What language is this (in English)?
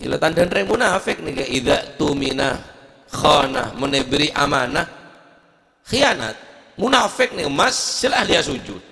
Madurese